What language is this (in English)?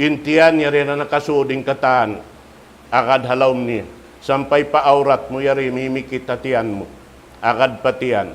Tausug